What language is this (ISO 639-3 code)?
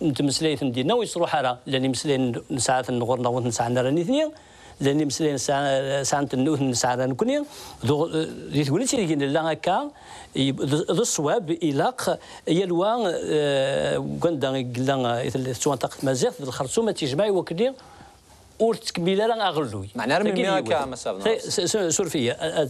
kab